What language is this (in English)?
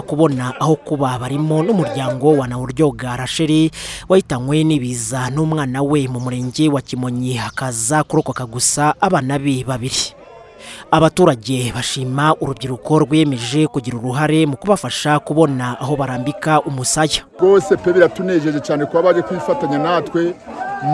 Kinyarwanda